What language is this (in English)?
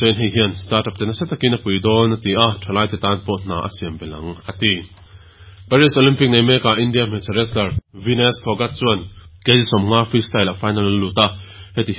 Mizo